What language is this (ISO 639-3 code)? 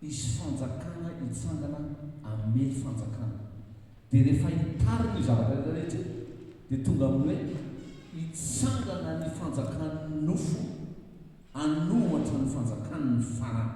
mlg